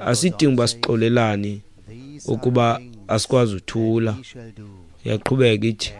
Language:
Xhosa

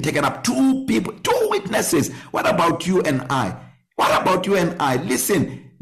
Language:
English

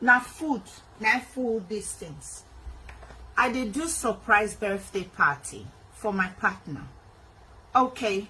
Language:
Nigerian Pidgin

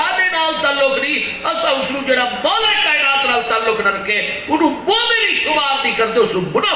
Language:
Saraiki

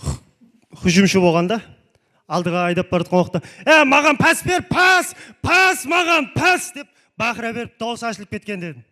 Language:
Kara-Kalpak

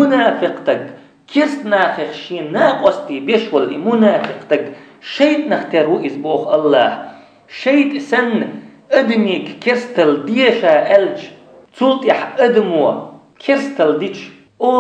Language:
Chechen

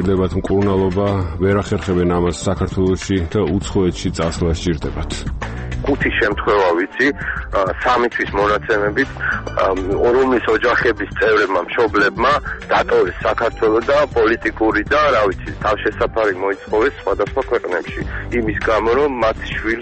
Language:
Georgian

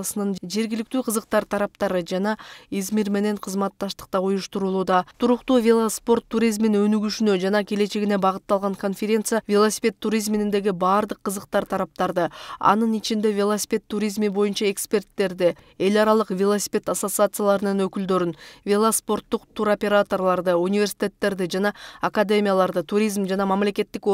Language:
Kyrgyz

